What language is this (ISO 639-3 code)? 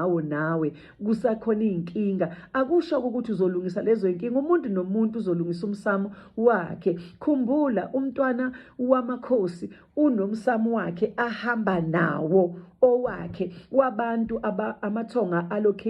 zul